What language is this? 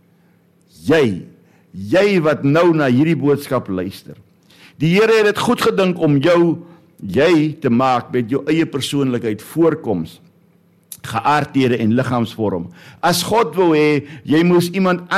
Afrikaans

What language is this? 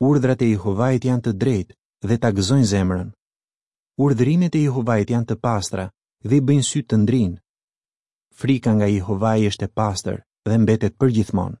Albanian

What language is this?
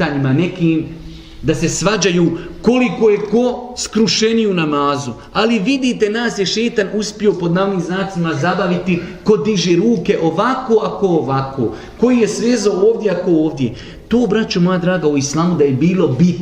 Bosnian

